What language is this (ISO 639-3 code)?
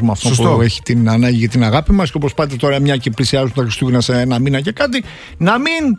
ell